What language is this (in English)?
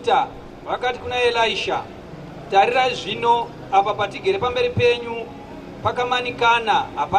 Shona